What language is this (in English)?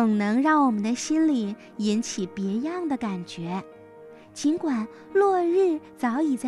Chinese